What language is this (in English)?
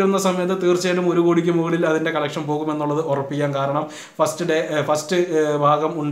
Malayalam